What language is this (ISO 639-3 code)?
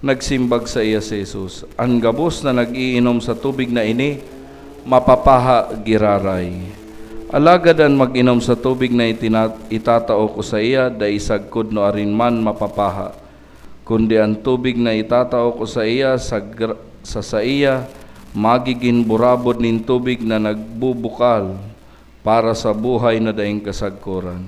bik